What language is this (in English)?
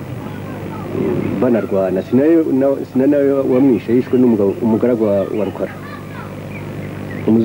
Kinyarwanda